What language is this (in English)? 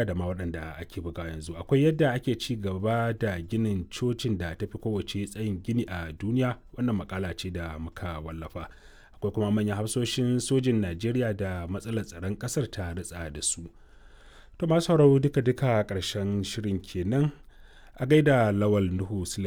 Hausa